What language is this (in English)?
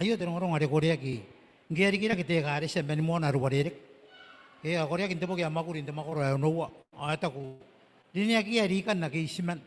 Gilbertese